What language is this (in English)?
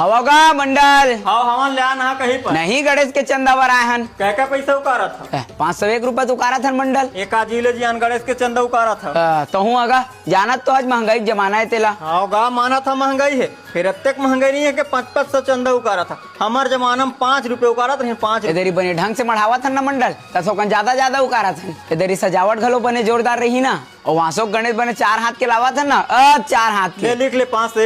Chhattisgarhi